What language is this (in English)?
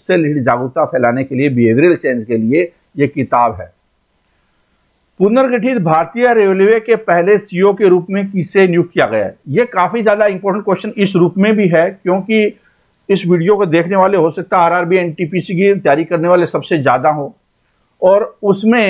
Hindi